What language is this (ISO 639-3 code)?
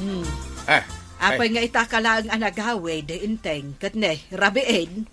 ilo